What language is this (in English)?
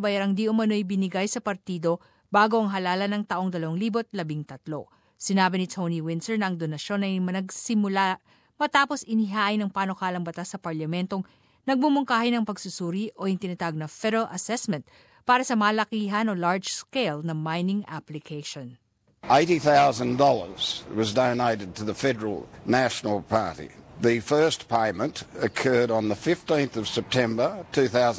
Filipino